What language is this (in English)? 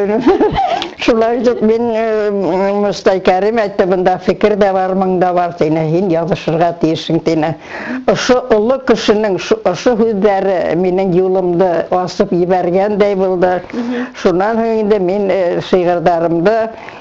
Bashkir